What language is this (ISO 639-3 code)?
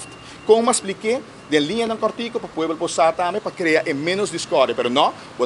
pap